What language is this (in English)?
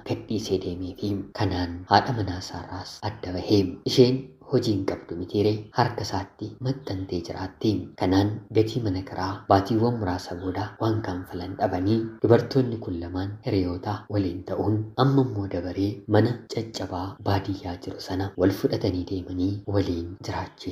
Oromo